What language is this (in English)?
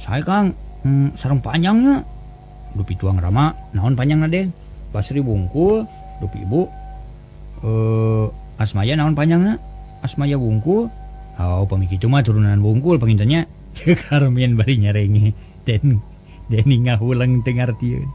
Sundanese